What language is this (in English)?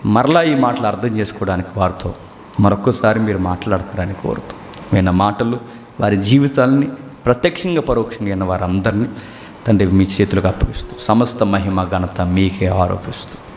Telugu